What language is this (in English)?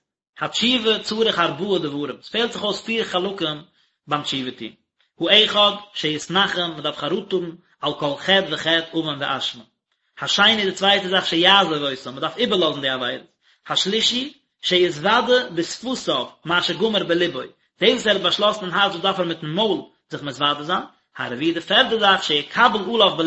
Yiddish